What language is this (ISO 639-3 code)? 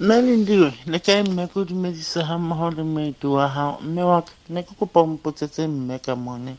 sot